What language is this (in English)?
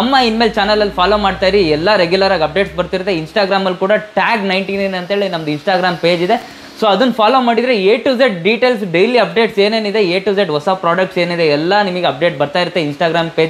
Kannada